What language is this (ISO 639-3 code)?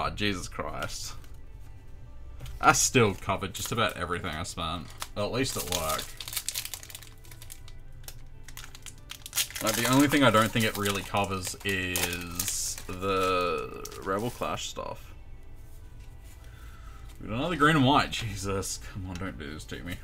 eng